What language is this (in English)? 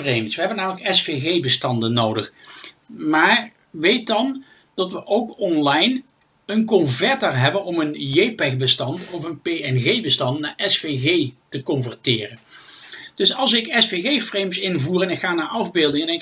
Dutch